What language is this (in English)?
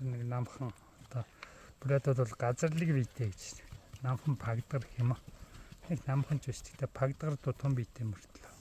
Mongolian